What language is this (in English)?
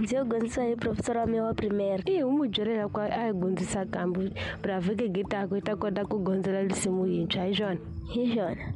Tsonga